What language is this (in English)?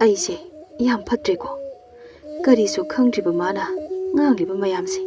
Manipuri